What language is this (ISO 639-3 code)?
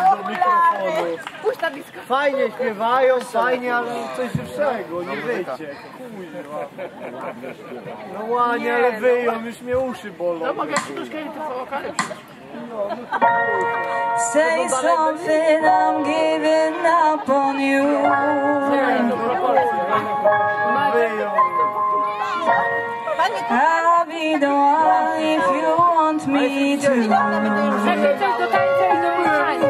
pol